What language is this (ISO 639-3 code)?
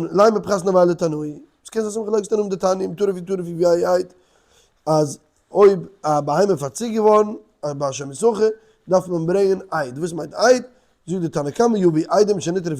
yid